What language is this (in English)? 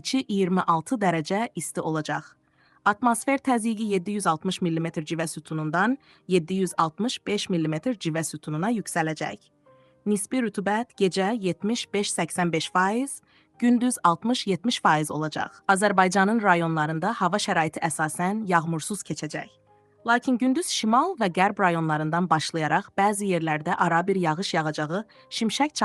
Azerbaijani